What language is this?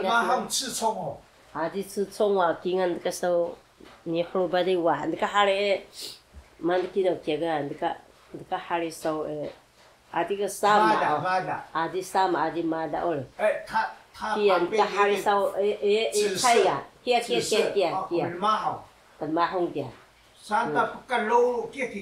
Taroko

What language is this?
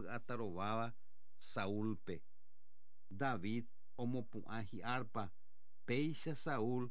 Guarani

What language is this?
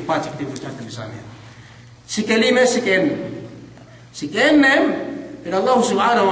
Yakan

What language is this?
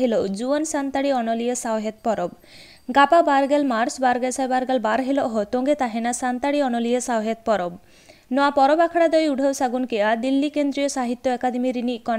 Santali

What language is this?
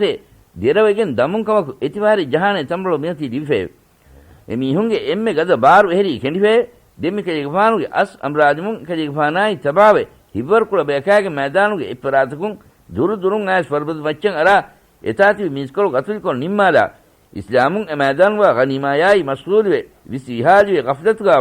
Divehi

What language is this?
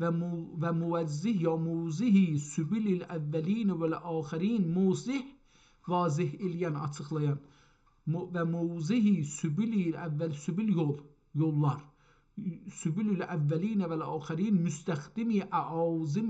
South Azerbaijani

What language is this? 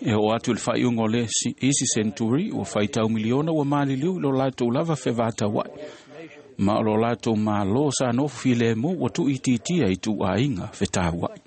Samoan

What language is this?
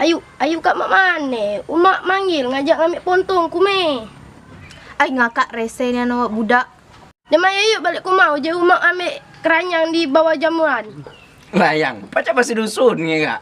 Musi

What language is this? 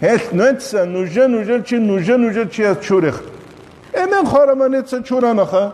Avaric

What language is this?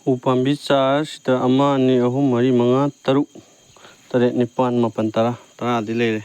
Manipuri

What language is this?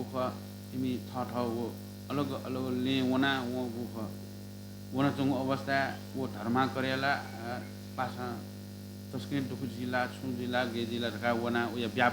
Newari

